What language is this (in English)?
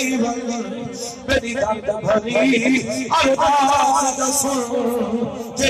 Saraiki